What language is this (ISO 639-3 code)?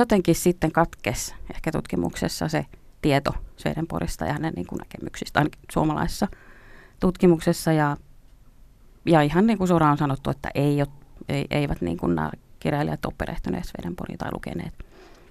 fin